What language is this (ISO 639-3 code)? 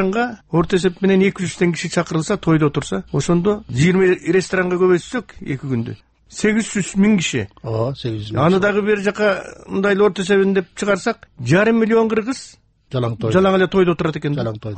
kir